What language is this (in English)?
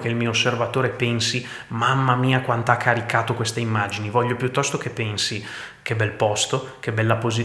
Italian